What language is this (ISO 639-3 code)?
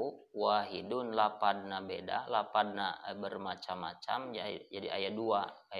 sun